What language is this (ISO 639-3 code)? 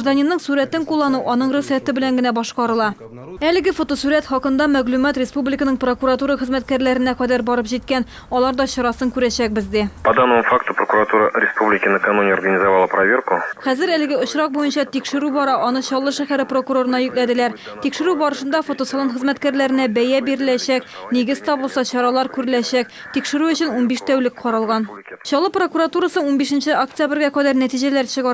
tat